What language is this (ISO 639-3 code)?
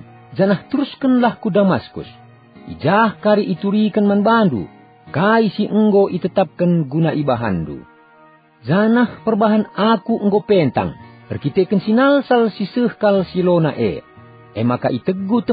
btx